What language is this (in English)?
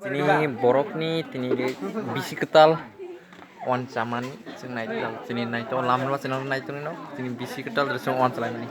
Kok Borok